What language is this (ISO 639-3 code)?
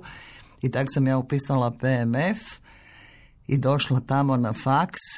hrv